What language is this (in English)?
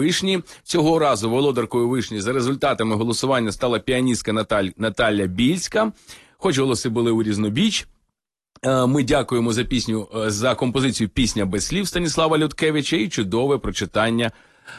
Ukrainian